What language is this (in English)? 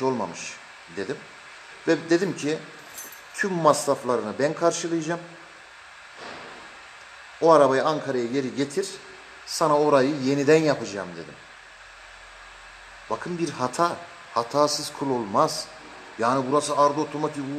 Turkish